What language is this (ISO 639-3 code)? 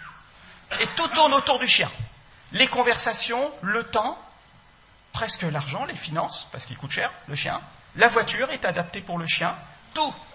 fra